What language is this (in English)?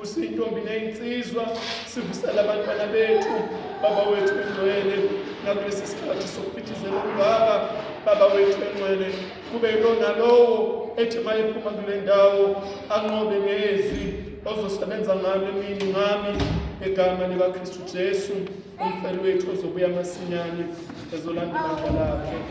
Zulu